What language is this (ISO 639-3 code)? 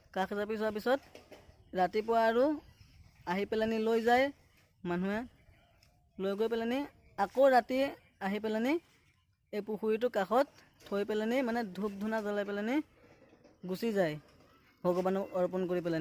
asm